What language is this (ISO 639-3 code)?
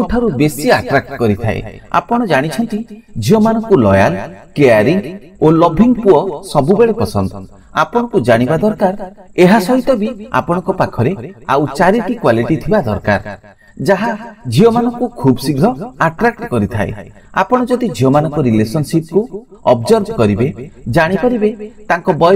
ori